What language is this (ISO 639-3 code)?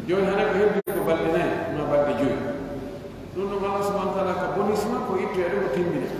fuf